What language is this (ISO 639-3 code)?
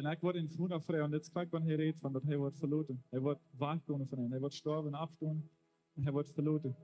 pdt